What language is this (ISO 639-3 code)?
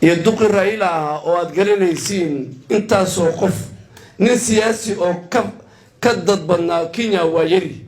som